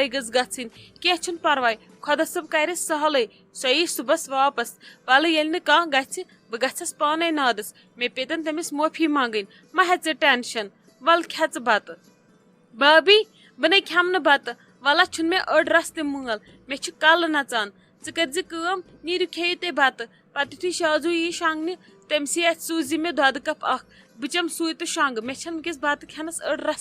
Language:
Kashmiri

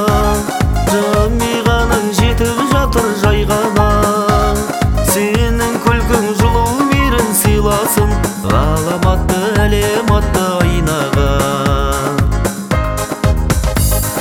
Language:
Kazakh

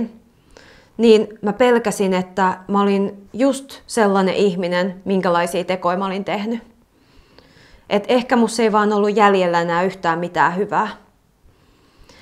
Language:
Finnish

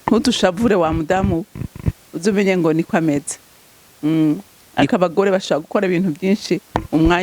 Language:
Rundi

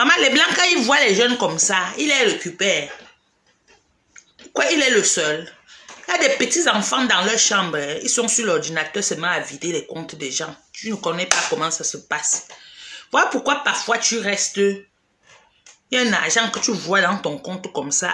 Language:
French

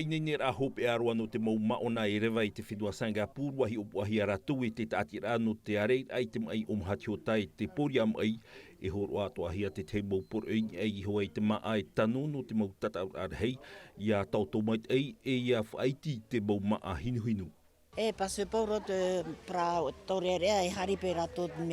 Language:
Tahitian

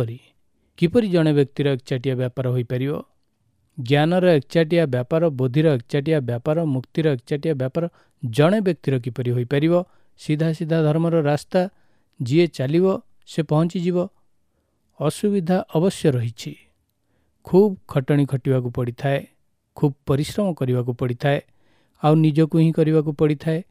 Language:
Odia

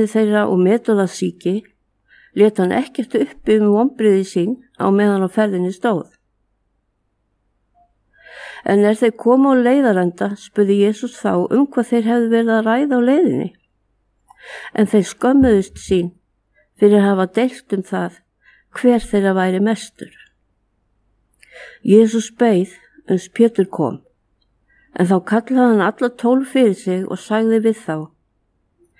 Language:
Icelandic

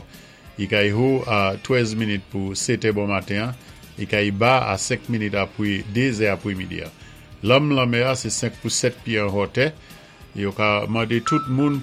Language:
Saint Lucian Creole French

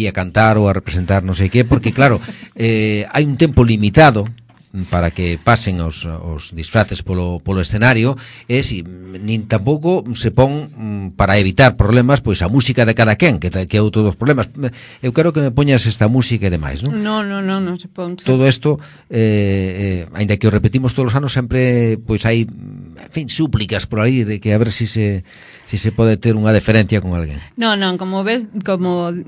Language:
Galician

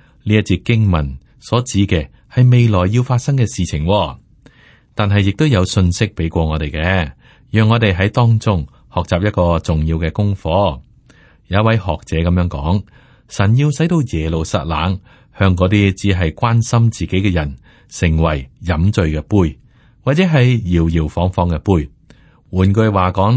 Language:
Cantonese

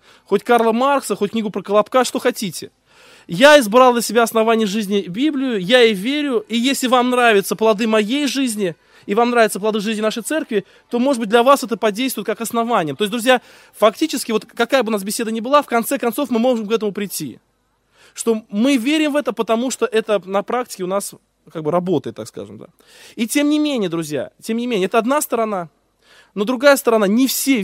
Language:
Russian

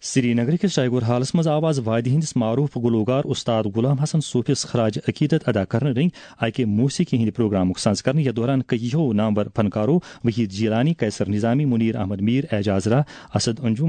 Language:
Kashmiri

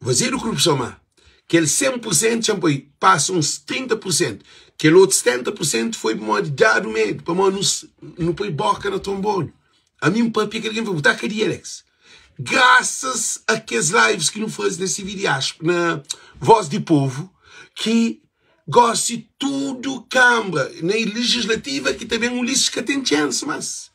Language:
Kabuverdianu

